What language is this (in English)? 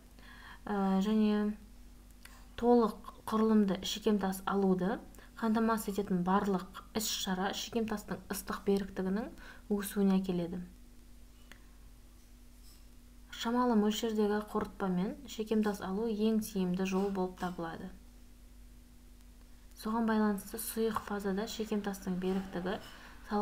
Kazakh